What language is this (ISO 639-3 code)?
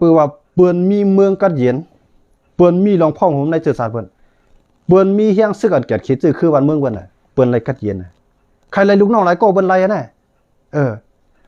shn